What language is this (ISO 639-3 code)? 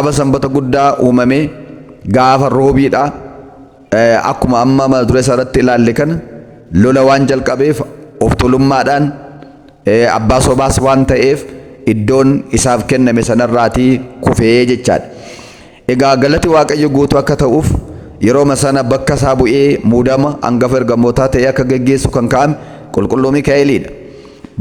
orm